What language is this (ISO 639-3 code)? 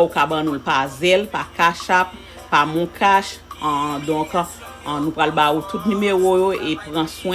hat